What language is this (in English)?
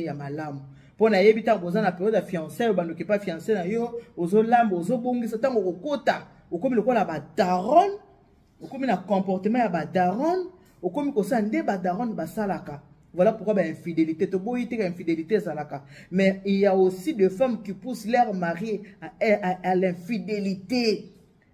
Lingala